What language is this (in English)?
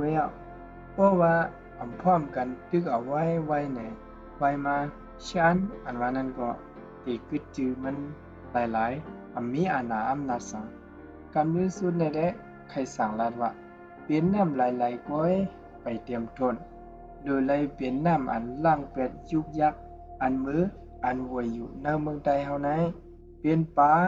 Shan